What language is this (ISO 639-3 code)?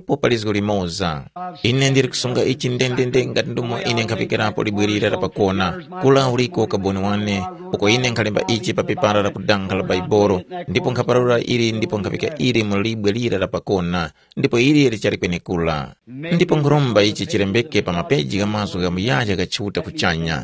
tum